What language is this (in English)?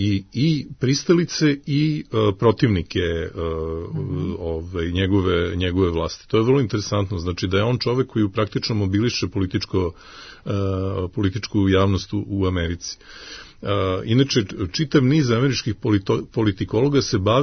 Serbian